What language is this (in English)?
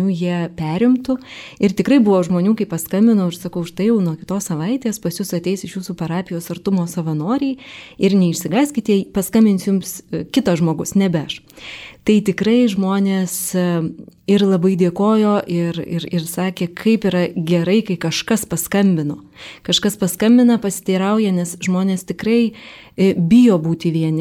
Lithuanian